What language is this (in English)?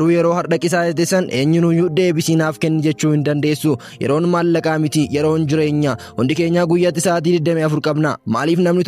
Oromo